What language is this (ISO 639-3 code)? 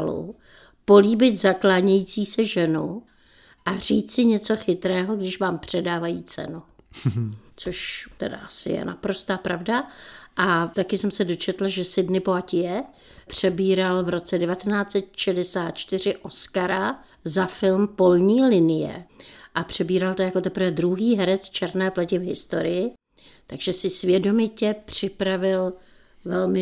ces